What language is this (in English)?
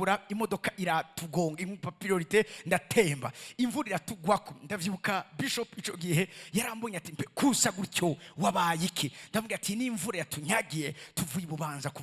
Rundi